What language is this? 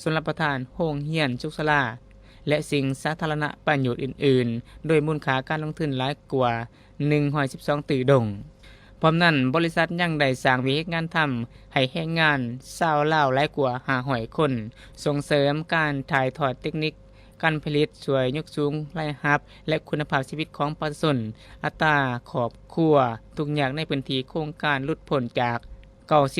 Lao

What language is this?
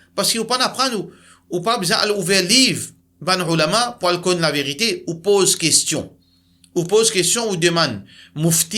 Morisyen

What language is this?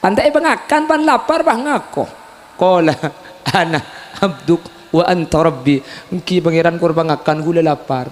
Madurese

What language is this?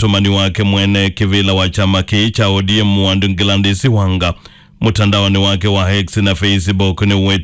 Kamba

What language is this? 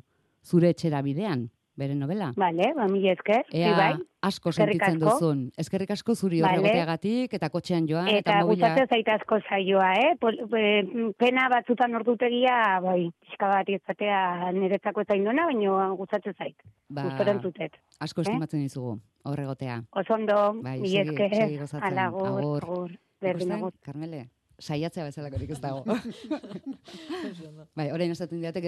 Basque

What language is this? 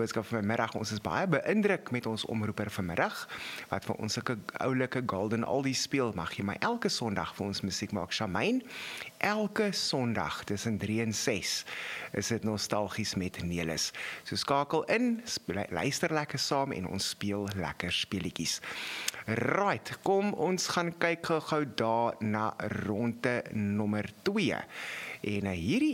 Afrikaans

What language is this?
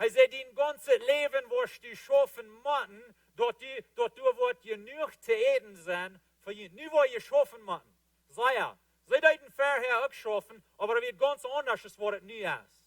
Plautdietsch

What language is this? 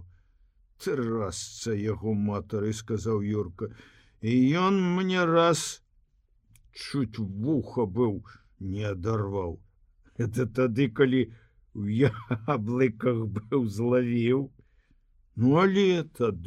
Belarusian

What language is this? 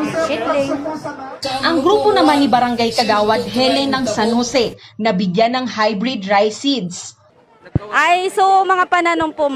Bikol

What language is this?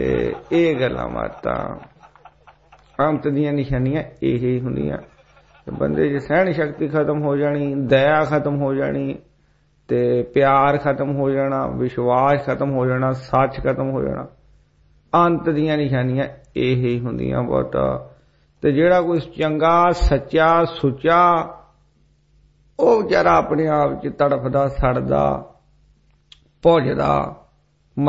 Punjabi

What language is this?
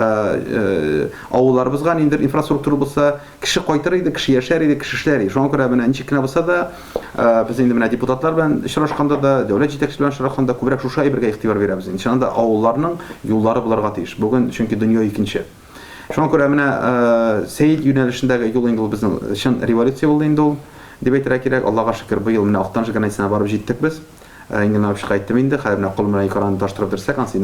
Tatar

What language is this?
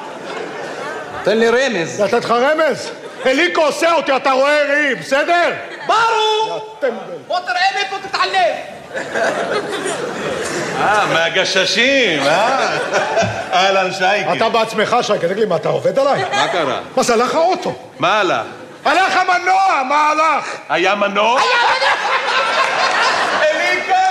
Hebrew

